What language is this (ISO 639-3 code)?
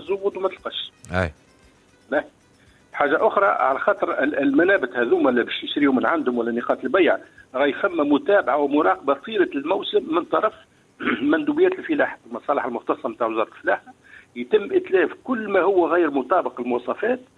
aeb